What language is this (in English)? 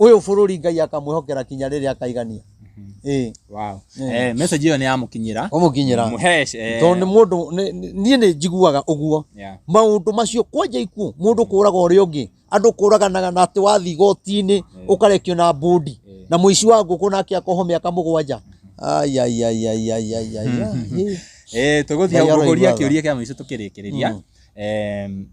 Kikuyu